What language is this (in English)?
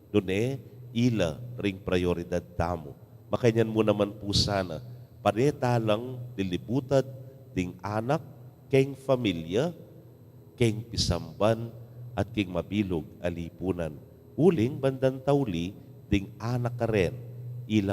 Pampanga